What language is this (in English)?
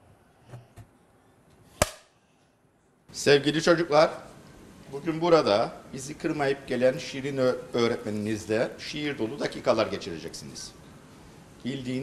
Turkish